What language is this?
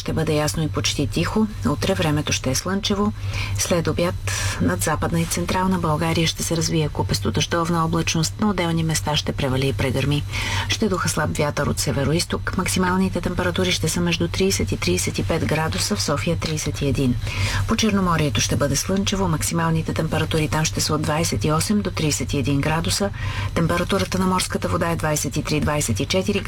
Bulgarian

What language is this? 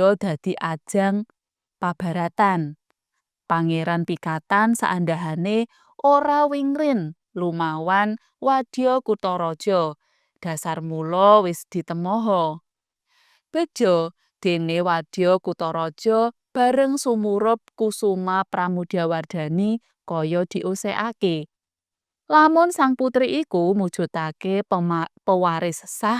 Javanese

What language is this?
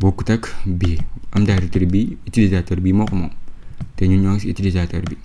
Wolof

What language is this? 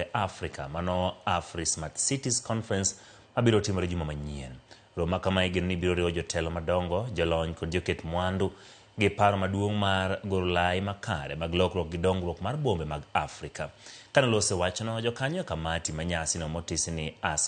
Luo (Kenya and Tanzania)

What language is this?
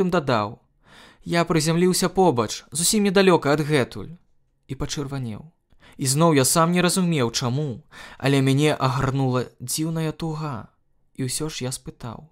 Belarusian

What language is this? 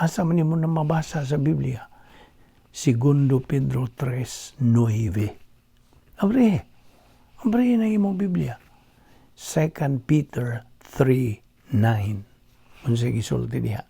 Cebuano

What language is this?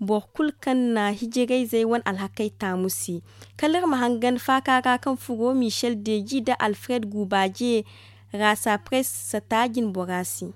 Zarma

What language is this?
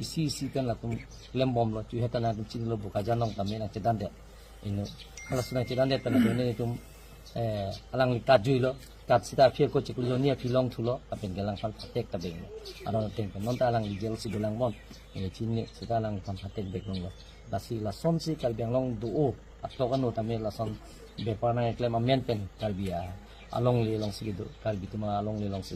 Karbi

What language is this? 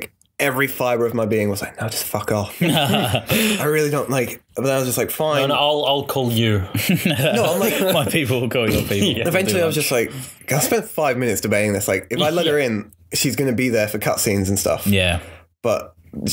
English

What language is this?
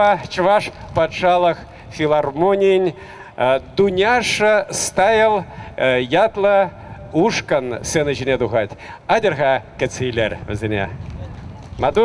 Chuvash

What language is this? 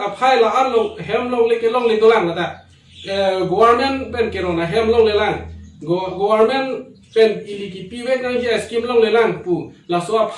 Karbi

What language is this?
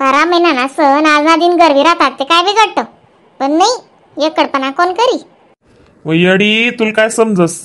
Khandesi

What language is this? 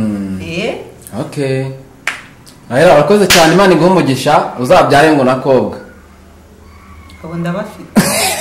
Kinyarwanda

